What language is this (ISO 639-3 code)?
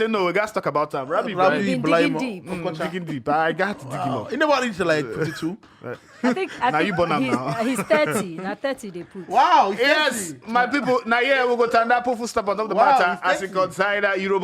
pcm